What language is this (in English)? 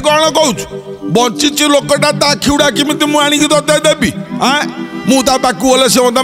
Odia